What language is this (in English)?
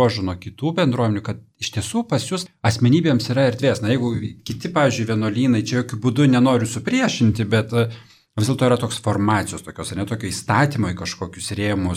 Lithuanian